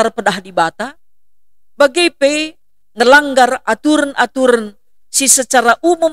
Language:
Batak Karo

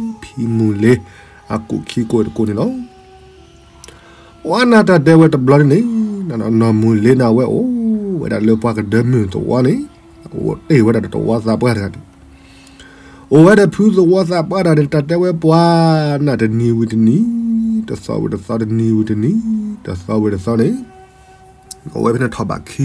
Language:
S'gaw Karen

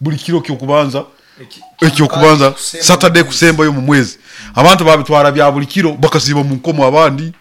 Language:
Nyoro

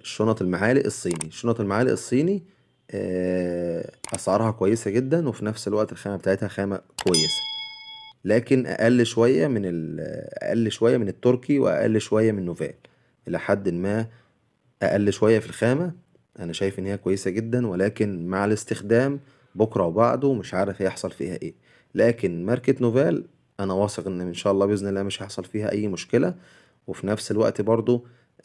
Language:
Egyptian Arabic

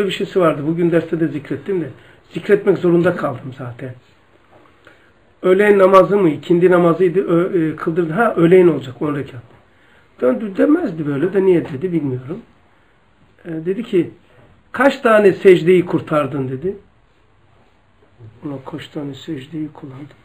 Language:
Turkish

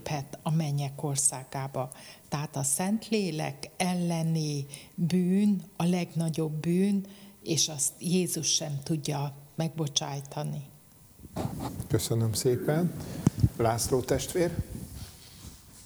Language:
Hungarian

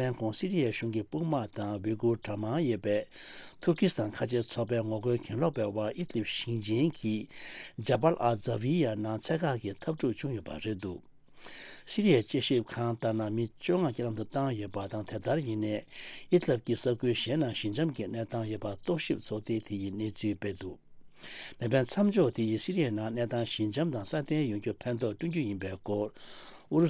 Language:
Tibetan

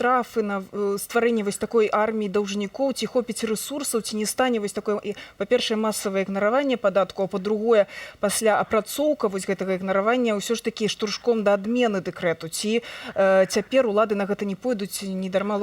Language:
Belarusian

